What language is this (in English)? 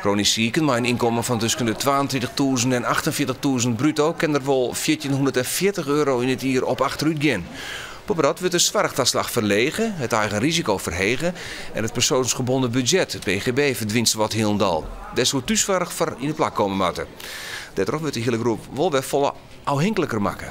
Western Frisian